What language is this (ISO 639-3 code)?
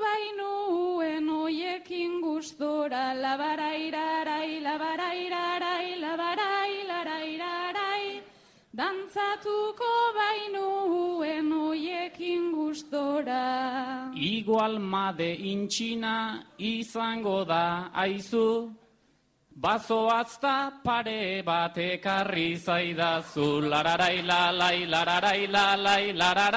eus